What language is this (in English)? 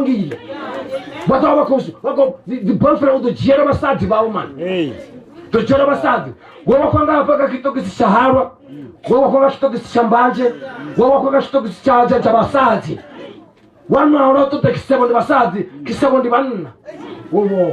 Venda